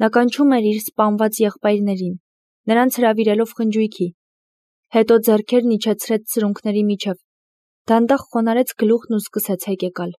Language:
Armenian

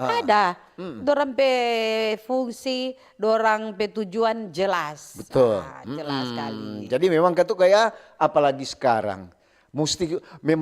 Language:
Manado Malay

